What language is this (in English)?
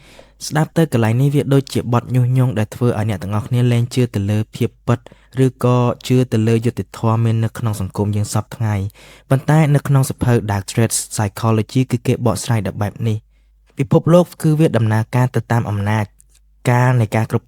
Khmer